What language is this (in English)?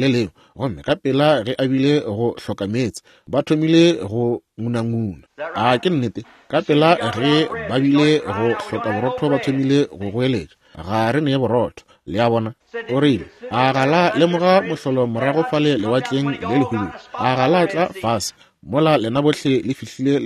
Northern Sotho